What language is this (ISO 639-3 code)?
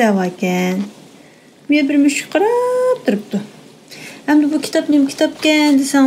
uig